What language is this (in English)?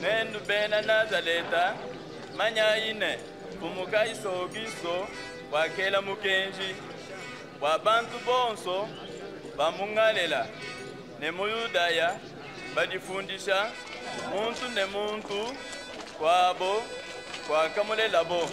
Luba-Lulua